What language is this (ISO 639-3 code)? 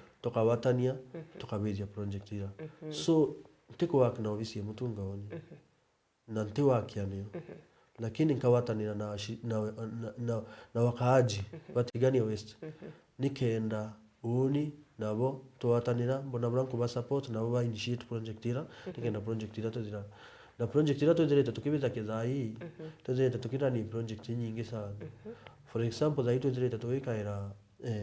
mer